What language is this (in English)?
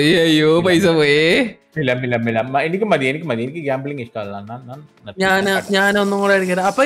Malayalam